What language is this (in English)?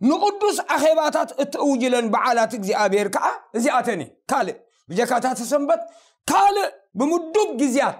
Tigrinya